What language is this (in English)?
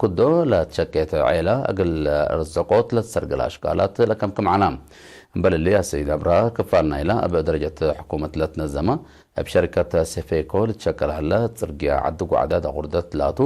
Tigre